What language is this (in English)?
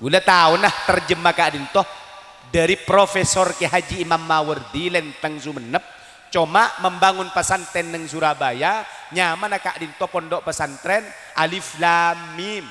Madurese